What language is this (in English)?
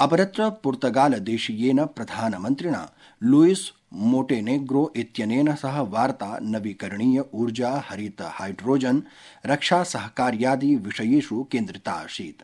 Sanskrit